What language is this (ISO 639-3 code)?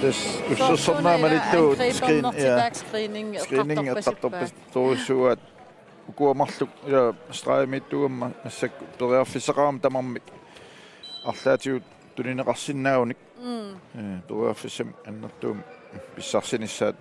kal